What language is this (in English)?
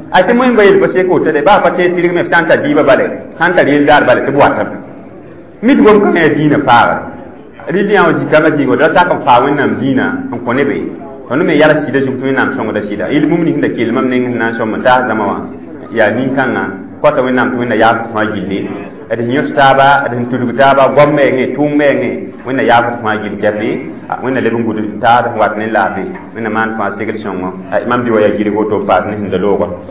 Mossi